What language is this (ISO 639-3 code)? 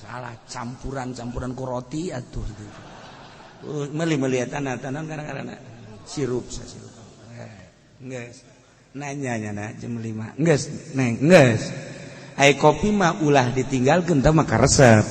sun